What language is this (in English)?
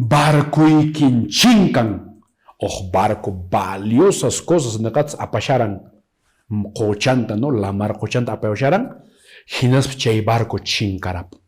Quechua